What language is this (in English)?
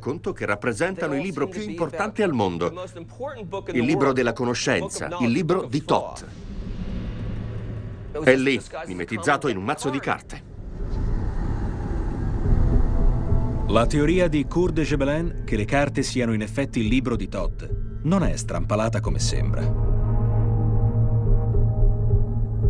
Italian